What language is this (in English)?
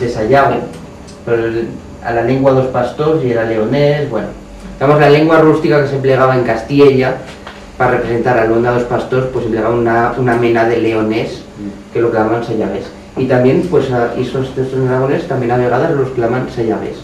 Aragonese